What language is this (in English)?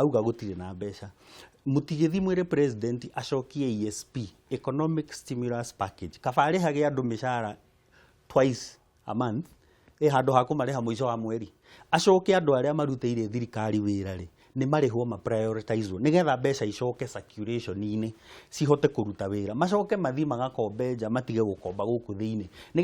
Kikuyu